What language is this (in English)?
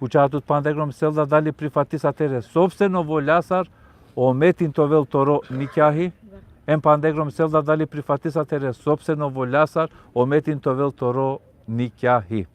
Balkan Romani